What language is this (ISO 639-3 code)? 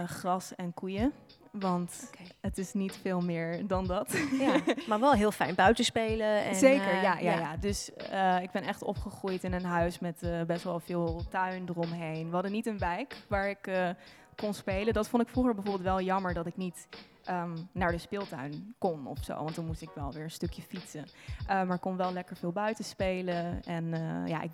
nld